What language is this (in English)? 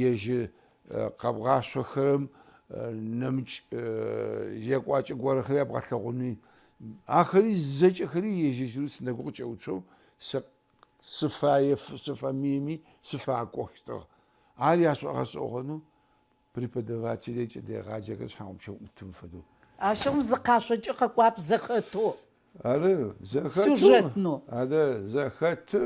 Adyghe